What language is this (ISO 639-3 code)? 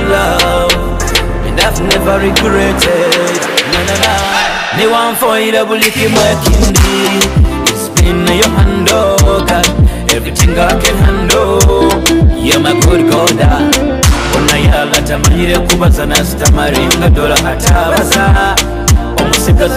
nyo